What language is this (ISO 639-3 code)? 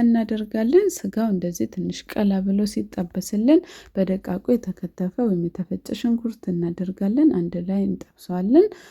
amh